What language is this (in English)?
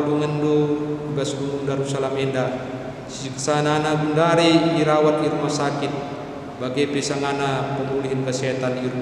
Batak Karo